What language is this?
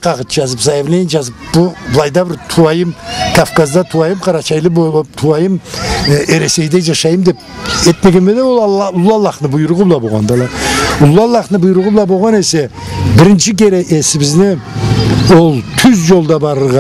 Karachay-Balkar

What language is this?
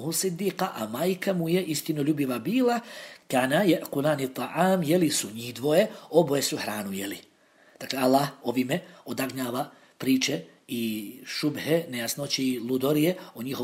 Bosnian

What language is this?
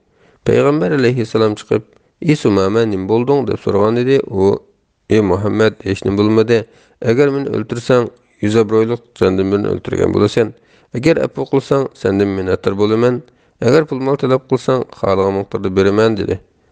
Uyghur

